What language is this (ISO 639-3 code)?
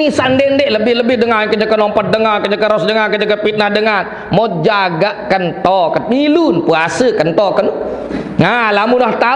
sas